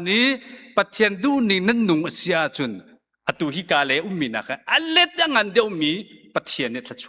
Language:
Hakha Chin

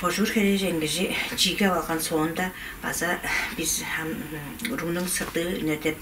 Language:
Tuvinian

